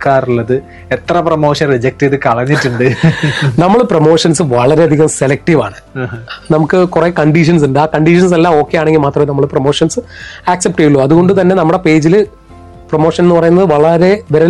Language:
Malayalam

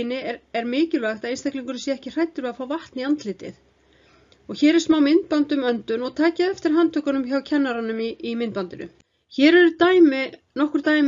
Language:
Icelandic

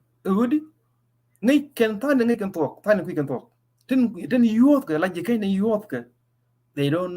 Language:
Nuer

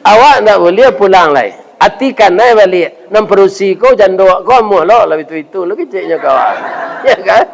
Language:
Minangkabau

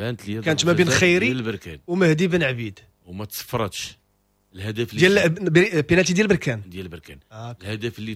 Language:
Moroccan Arabic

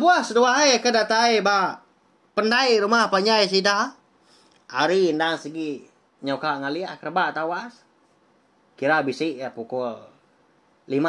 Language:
Iban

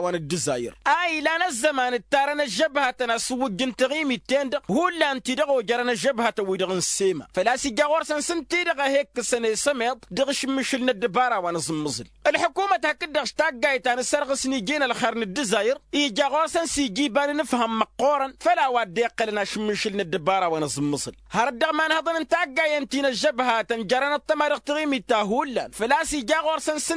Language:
Tamasheq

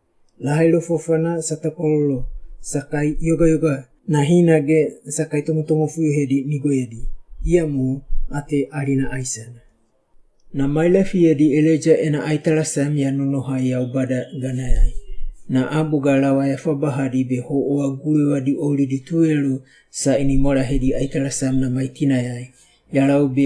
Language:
Wagawaga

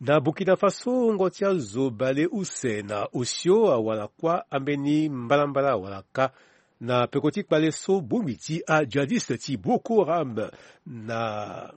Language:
Sango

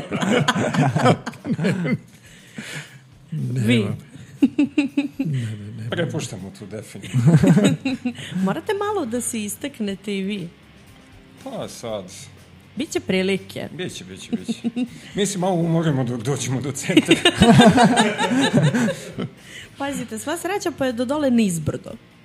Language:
Serbian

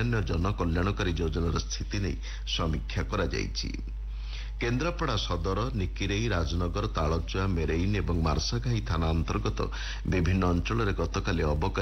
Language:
Odia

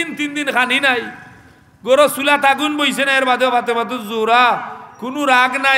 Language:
Sylheti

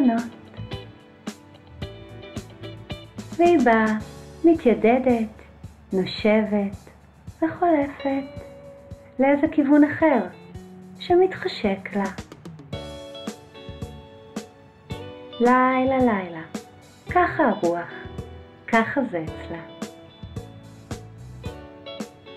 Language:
Hebrew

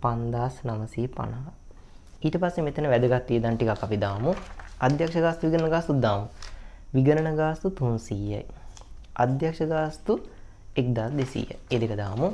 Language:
Sinhala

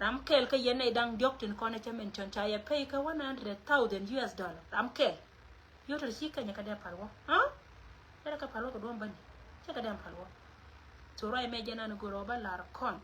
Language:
Nuer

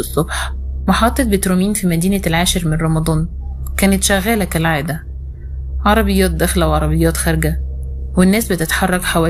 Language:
Egyptian Arabic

